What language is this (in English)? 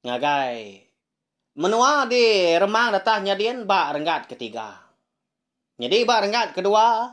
Iban